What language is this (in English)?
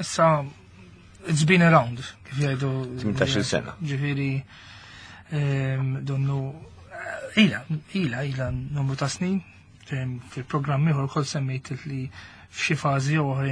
Maltese